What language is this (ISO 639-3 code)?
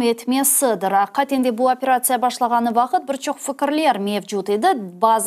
crh